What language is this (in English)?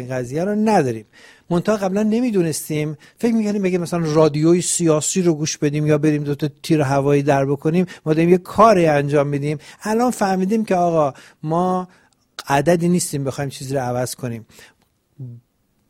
Persian